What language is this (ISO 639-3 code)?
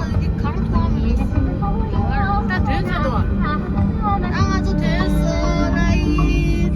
bod